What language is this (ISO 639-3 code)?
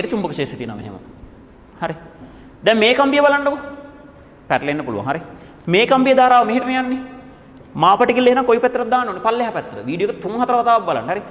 sin